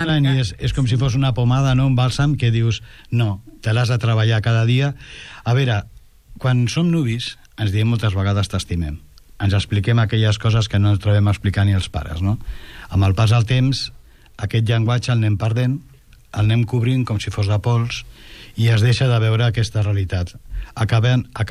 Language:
Catalan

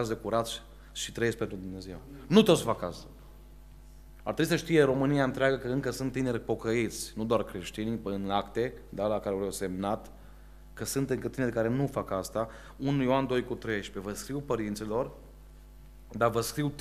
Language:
Romanian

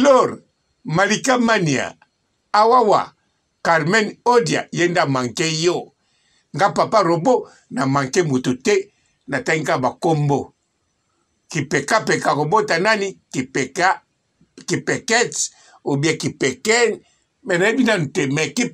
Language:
Lingala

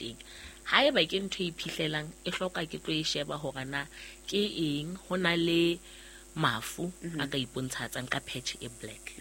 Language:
Southern Sotho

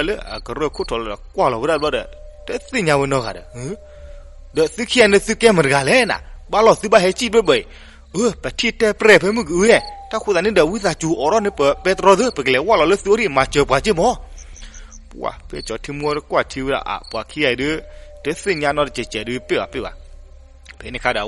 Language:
S'gaw Karen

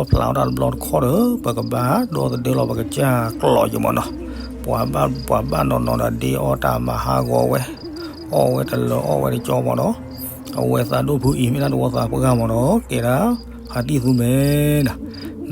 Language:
S'gaw Karen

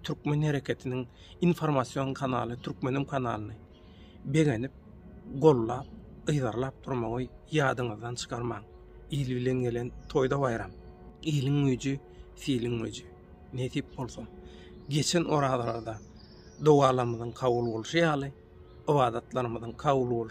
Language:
Turkmen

